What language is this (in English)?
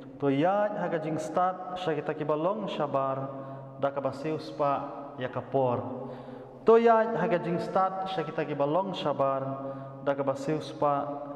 Khasi